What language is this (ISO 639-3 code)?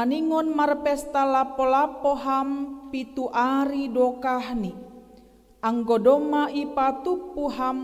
bts